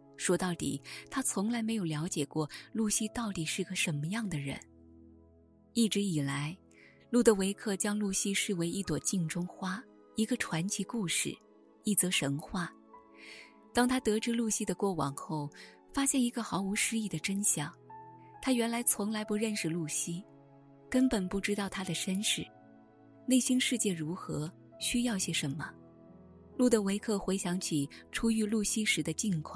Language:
Chinese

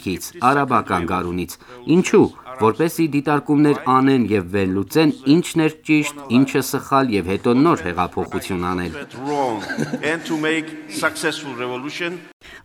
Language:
Armenian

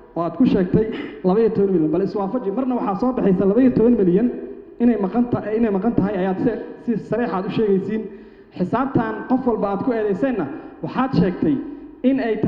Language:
Somali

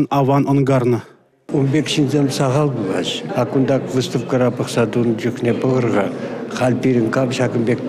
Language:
Chuvash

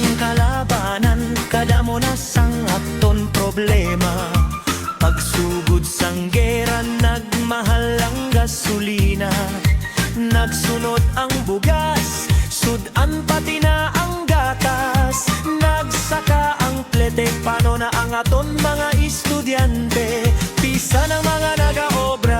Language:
Hiligaynon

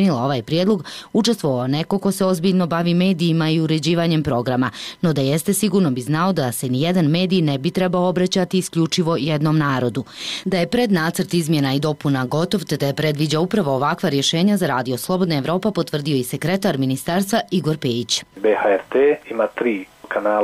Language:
Bosnian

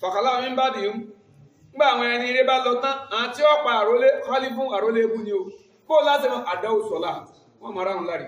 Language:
Yoruba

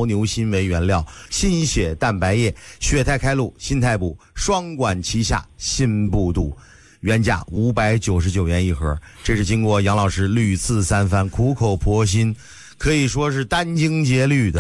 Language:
Chinese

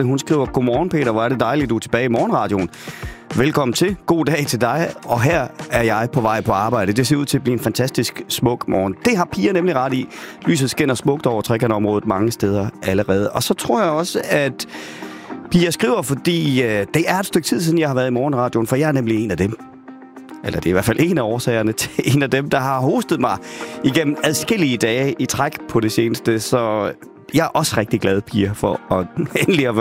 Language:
Danish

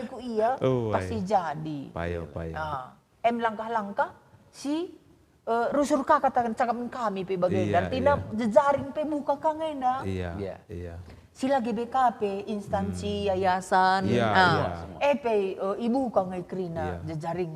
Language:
Batak Karo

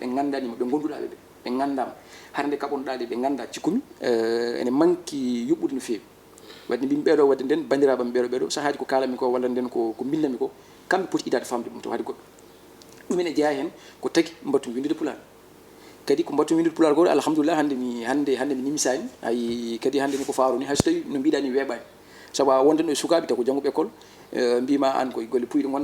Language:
Fula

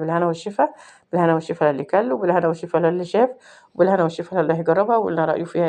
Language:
Egyptian Arabic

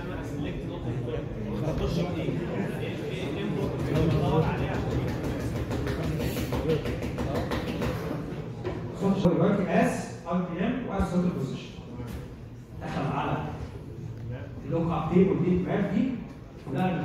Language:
Egyptian Arabic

